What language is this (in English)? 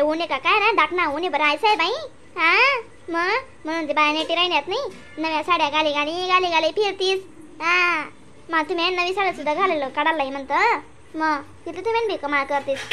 Khandesi